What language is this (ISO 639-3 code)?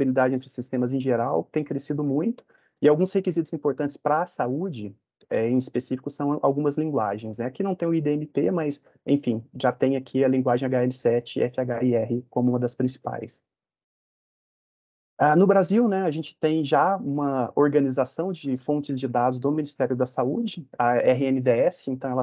por